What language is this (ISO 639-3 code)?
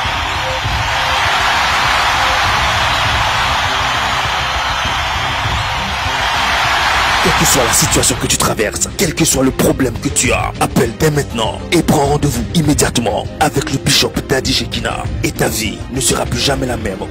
fra